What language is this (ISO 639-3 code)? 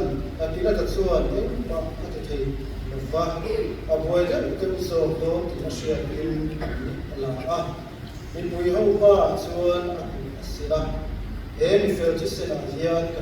lus